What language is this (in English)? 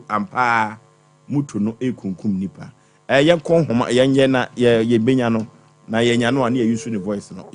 Akan